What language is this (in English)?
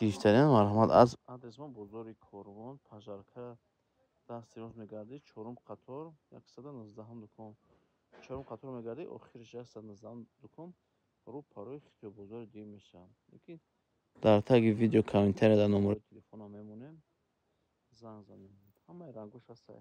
Tajik